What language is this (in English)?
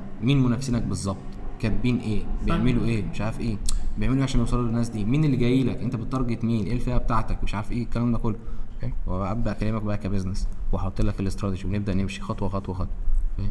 Egyptian Arabic